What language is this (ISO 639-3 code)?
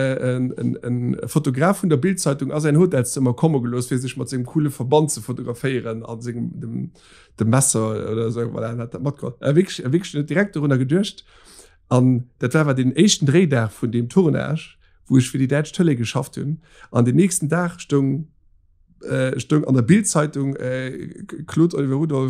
ltz